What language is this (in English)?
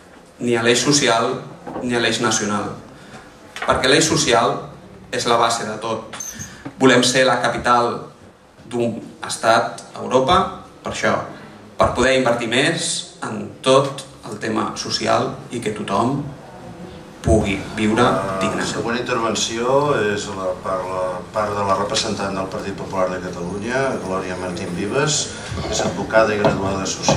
Catalan